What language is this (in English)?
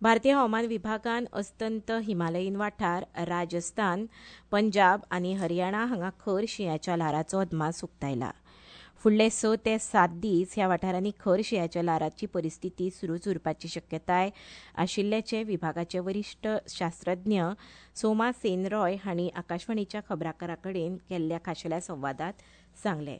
Konkani